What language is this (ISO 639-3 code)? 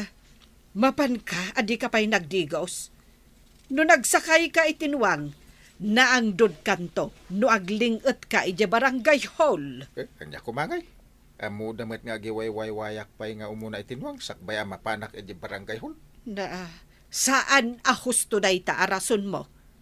ilo